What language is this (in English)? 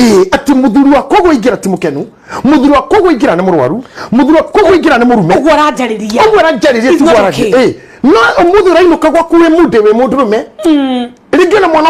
Kikuyu